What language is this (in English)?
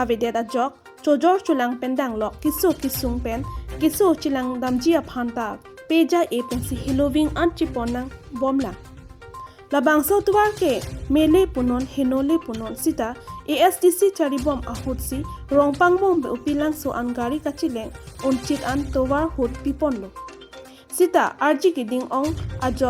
Karbi